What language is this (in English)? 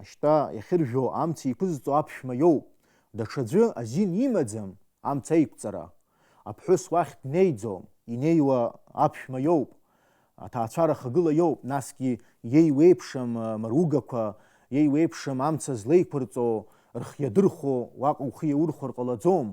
Abkhazian